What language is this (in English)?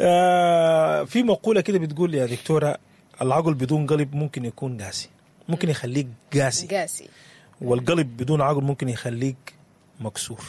Sudanese Arabic